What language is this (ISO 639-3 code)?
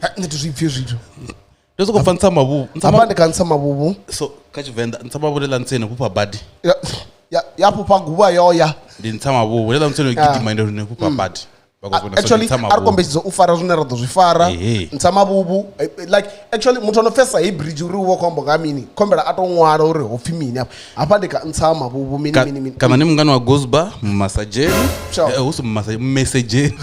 ven